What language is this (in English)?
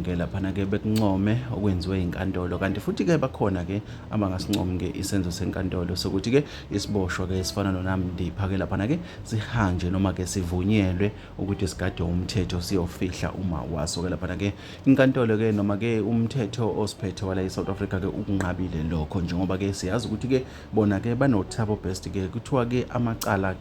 Zulu